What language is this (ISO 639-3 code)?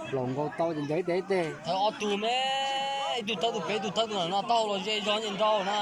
hmn